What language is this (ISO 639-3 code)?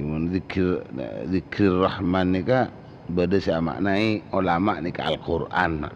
mad